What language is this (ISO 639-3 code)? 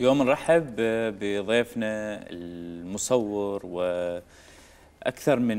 acm